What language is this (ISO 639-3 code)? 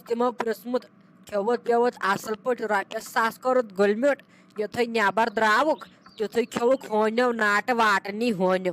kas